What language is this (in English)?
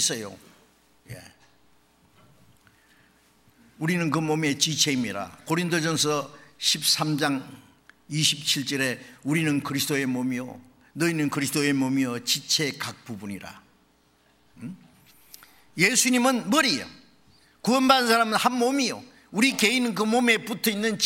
Korean